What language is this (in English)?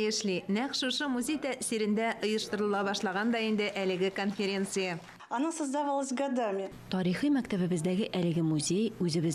Tatar